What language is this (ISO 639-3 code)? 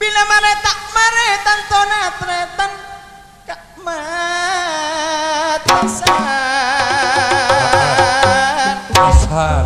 mad